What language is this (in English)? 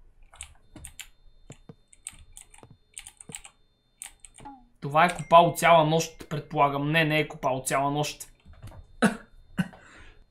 Bulgarian